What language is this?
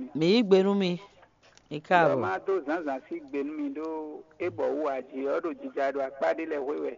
Fon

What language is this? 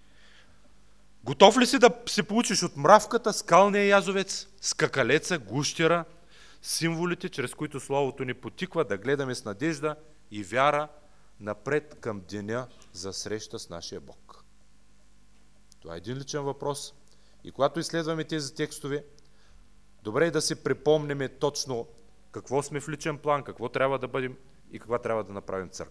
Bulgarian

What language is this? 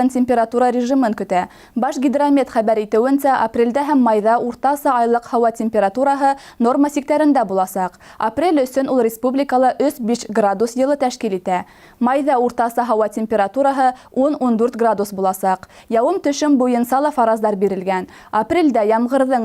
Bashkir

